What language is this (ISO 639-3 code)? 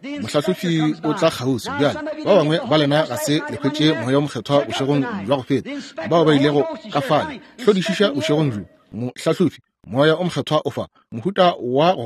nso